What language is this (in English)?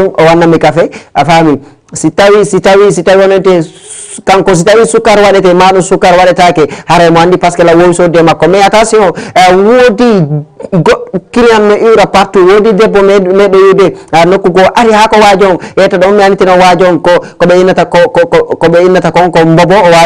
Fula